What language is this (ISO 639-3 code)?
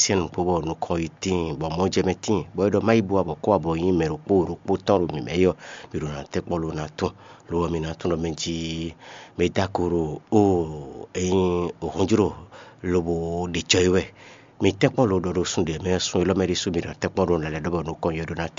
fon